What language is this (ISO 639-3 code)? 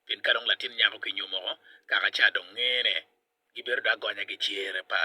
ach